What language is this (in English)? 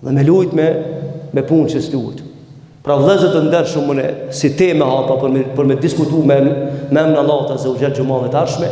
Albanian